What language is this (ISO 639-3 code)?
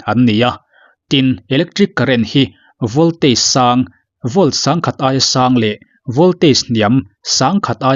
lus